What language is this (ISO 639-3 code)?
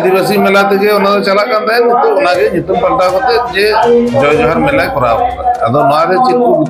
sat